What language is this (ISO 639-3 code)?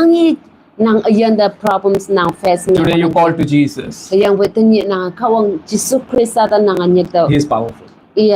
nbe